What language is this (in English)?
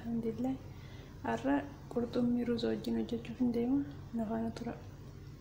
Oromo